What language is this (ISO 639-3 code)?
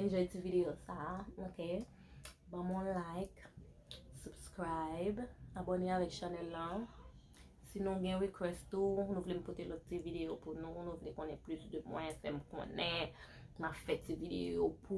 hat